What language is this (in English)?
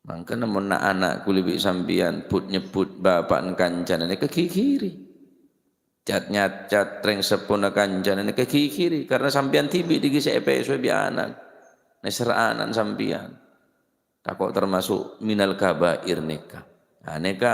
Madurese